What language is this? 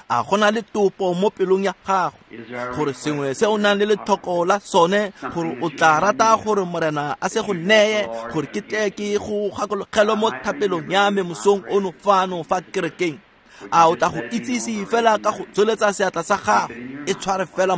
Tswana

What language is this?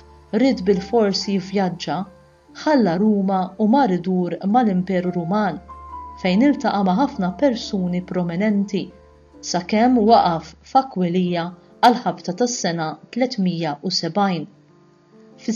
Maltese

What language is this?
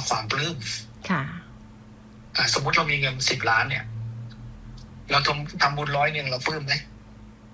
Thai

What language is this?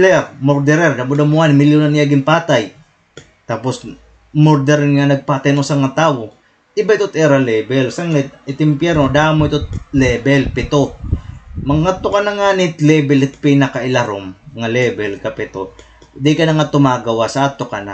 Waray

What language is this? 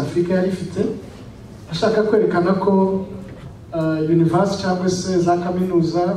Kinyarwanda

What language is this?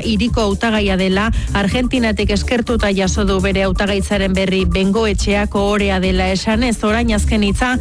Basque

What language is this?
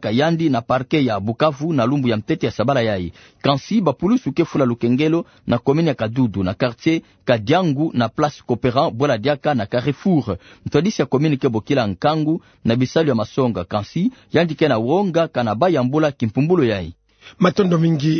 Kituba (Democratic Republic of Congo)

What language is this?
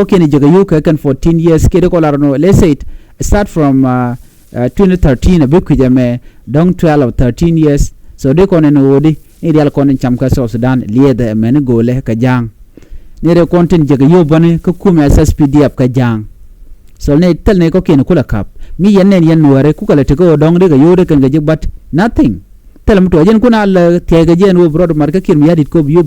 Nuer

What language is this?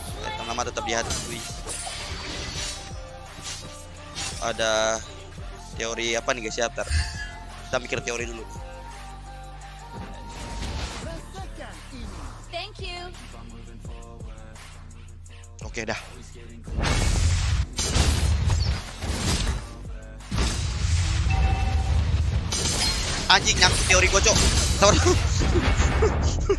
Indonesian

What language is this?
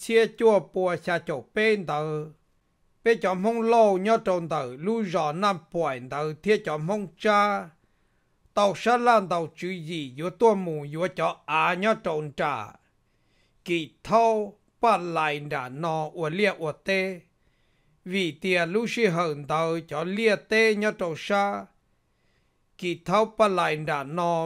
Vietnamese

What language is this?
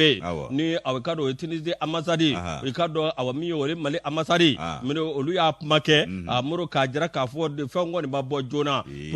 Bambara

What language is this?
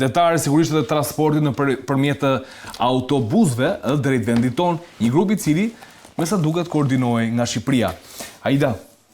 Albanian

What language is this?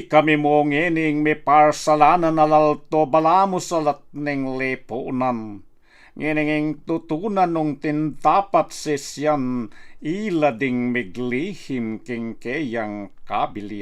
Pampanga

